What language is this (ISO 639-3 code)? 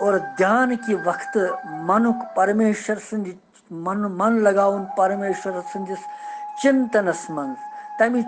kas